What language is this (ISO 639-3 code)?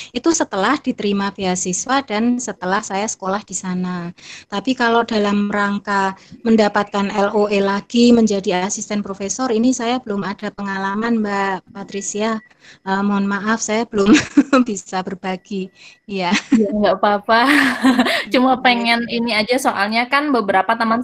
ind